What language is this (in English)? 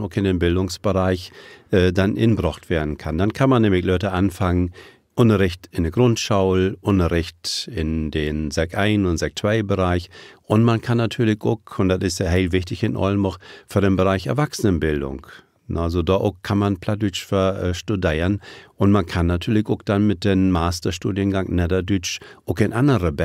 Low German